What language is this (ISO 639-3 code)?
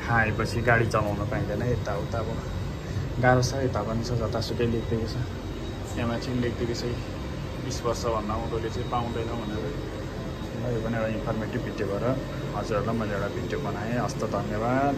nep